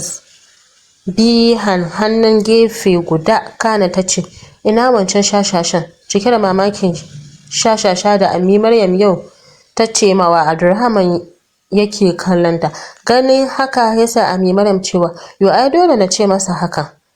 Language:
Hausa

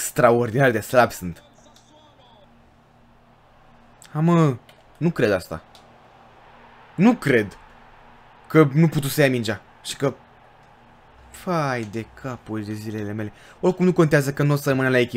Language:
Romanian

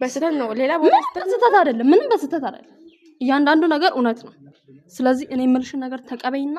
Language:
Amharic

